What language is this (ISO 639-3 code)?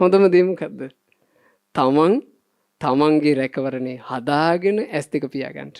sin